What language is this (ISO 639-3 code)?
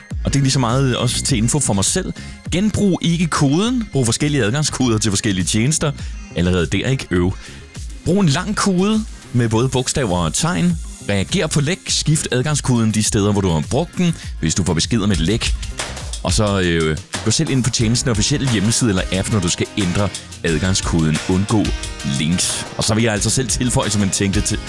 dan